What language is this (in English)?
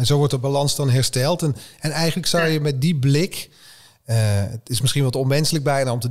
Dutch